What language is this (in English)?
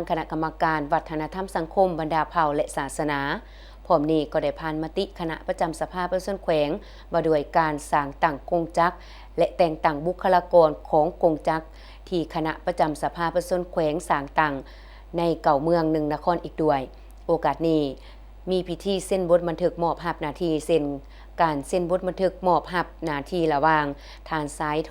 Lao